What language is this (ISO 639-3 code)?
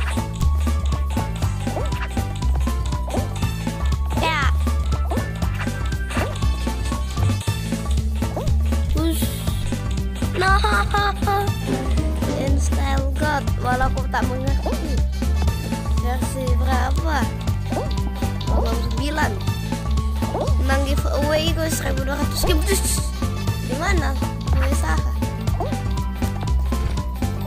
ind